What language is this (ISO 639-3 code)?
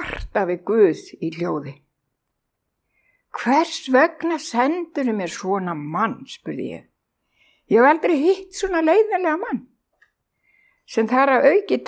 isl